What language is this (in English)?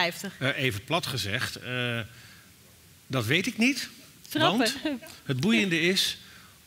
Dutch